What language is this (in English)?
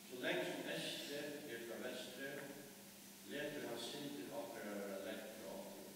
Faroese